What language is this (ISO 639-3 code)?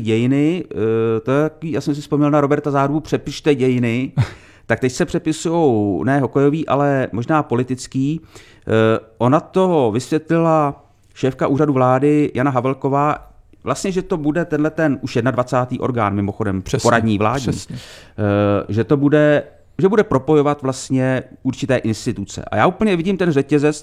ces